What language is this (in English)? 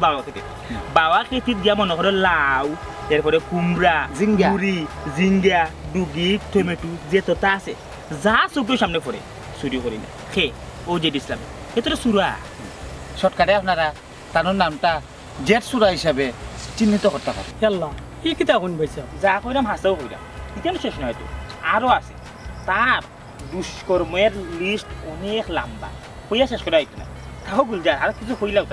Sylheti